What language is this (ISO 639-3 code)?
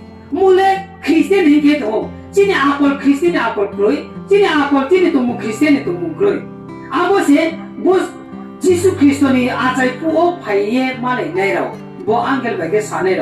ria